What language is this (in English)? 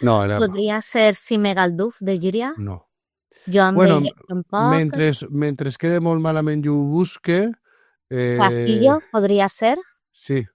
Catalan